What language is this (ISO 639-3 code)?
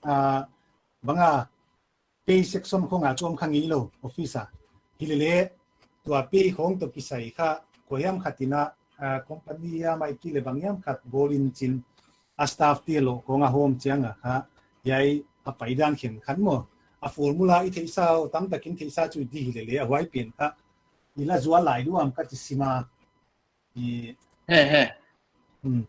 pck